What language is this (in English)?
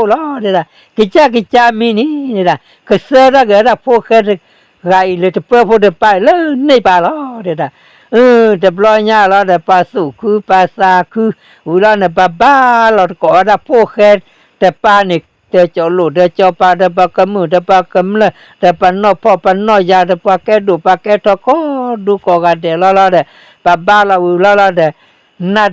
S'gaw Karen